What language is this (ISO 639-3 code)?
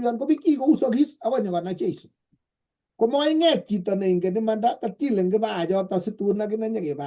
kln